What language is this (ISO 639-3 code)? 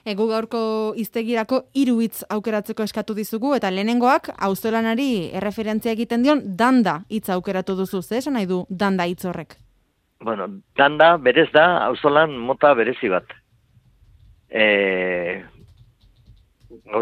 eus